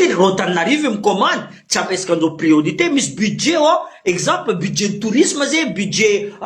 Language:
Malagasy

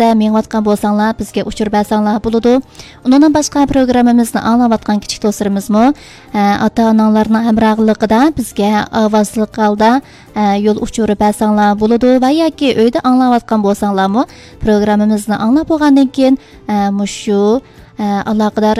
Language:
Uyghur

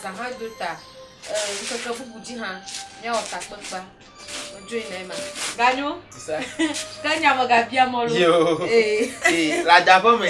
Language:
Ewe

